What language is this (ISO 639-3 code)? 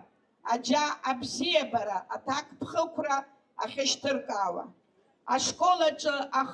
abk